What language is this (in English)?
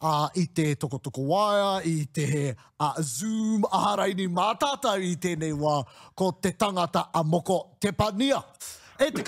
Māori